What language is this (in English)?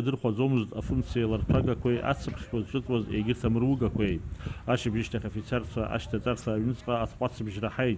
Abkhazian